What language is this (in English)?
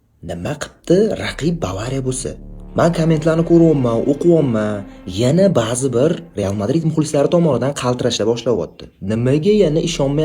Uzbek